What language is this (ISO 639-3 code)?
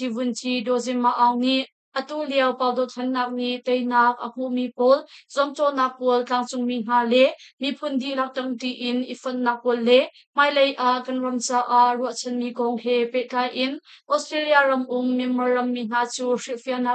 cnh